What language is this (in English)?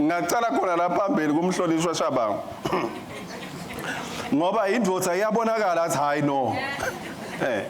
Swati